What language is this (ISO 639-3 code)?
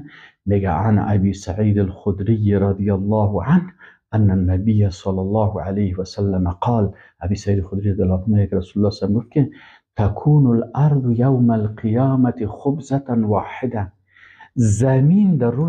fas